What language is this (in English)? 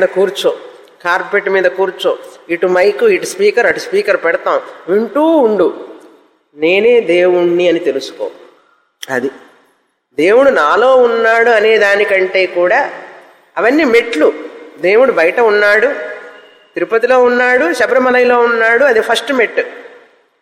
Telugu